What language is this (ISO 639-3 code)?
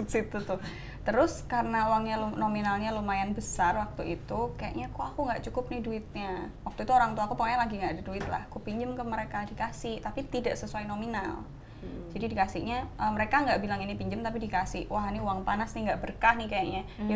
ind